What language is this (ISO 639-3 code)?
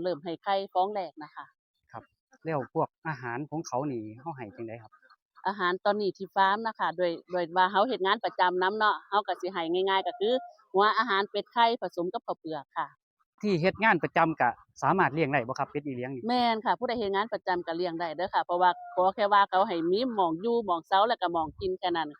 tts